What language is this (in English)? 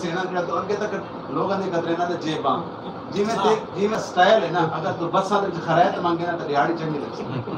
Saraiki